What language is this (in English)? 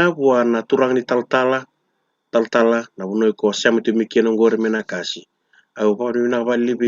Fijian